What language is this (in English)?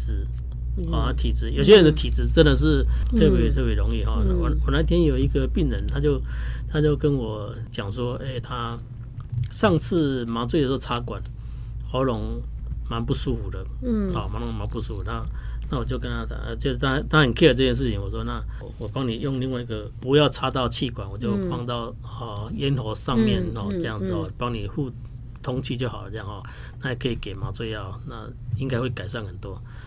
Chinese